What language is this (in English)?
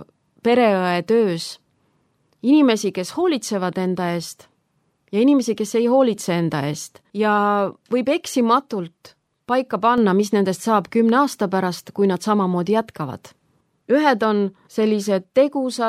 Estonian